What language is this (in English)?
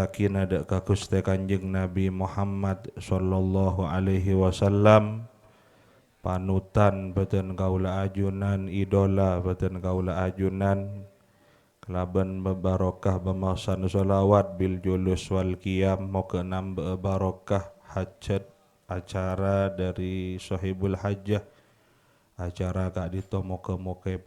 Madurese